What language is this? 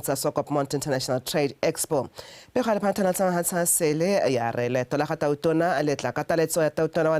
Tswana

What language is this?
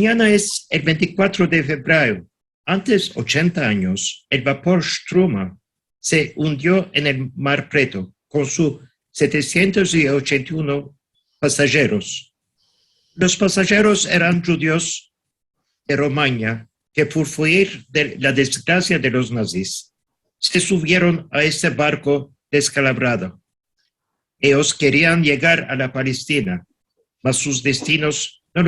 Ladino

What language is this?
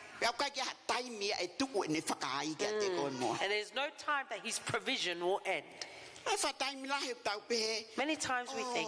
Tongan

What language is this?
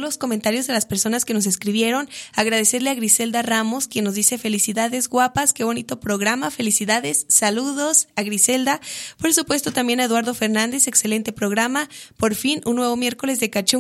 Spanish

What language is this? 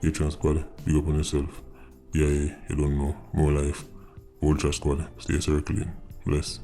Jamaican Creole English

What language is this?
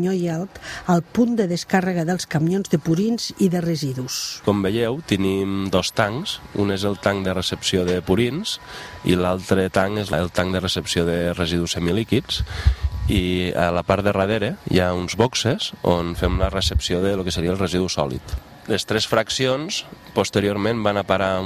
Catalan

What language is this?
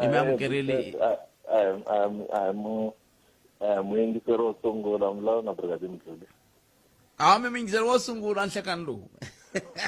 Tsonga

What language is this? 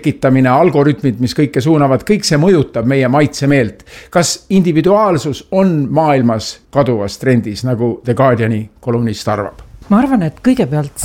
Estonian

